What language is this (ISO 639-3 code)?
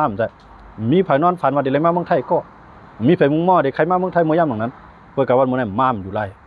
shn